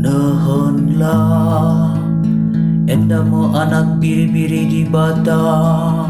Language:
Batak Karo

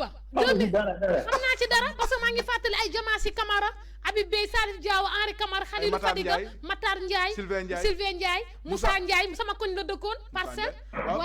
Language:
Wolof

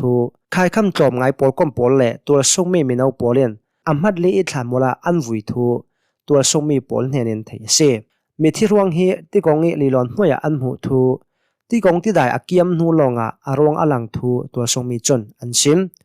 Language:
Hakha Chin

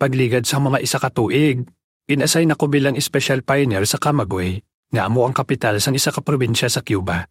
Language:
Hiligaynon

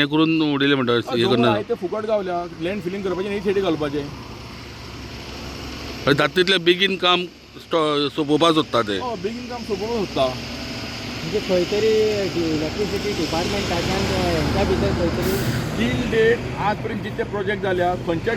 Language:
Konkani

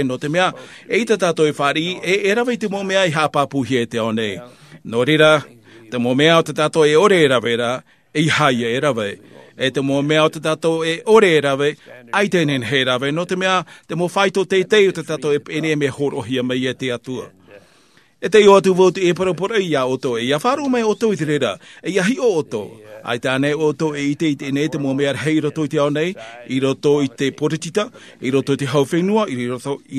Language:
Tahitian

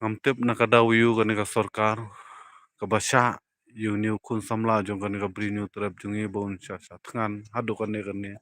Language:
Khasi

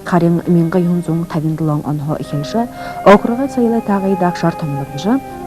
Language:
Buriat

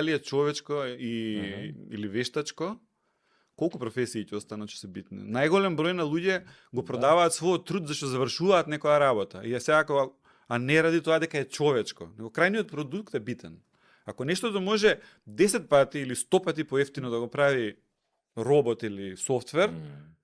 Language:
Macedonian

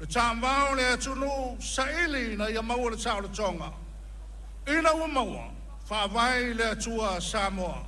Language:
Samoan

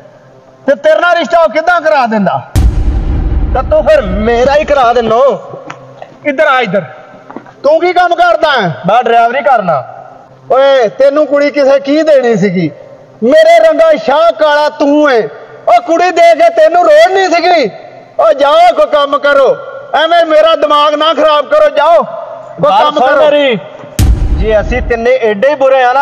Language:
Punjabi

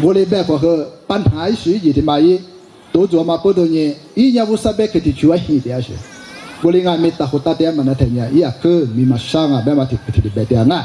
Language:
Lisu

